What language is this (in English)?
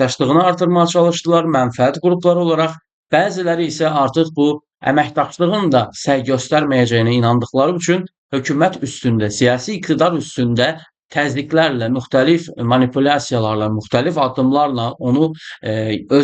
Azerbaijani